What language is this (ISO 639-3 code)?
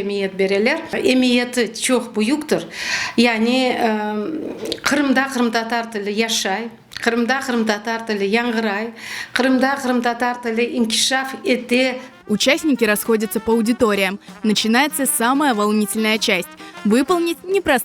crh